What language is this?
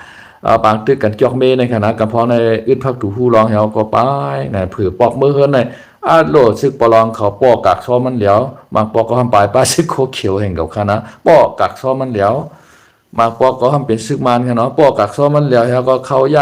Shan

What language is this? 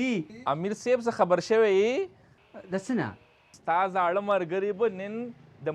Pashto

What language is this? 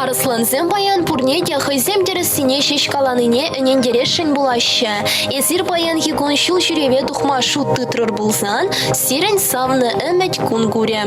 Chuvash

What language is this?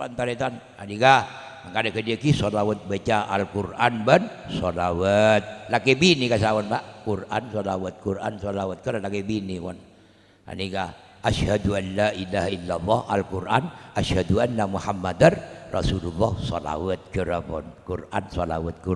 Madurese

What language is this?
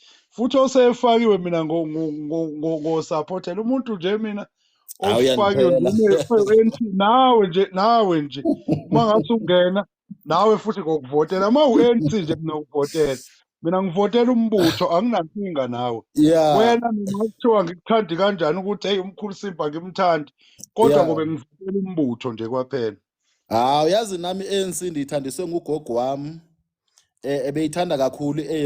Zulu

